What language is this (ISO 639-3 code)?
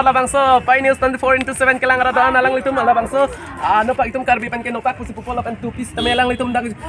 mjw